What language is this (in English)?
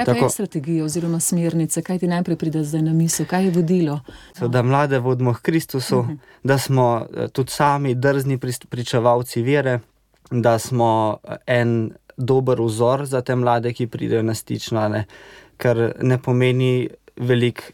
Slovenian